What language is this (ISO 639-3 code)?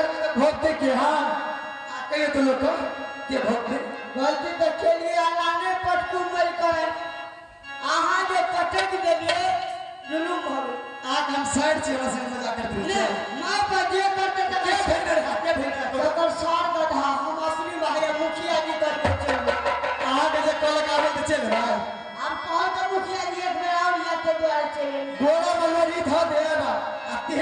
mai